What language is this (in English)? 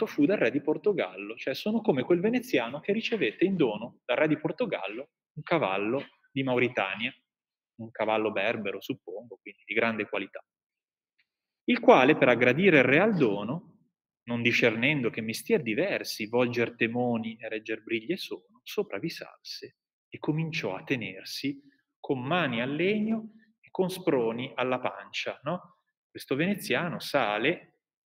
Italian